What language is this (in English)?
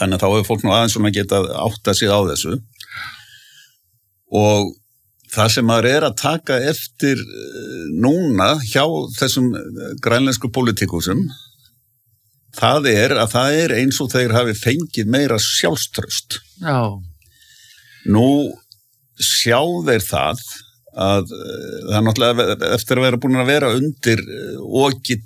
Icelandic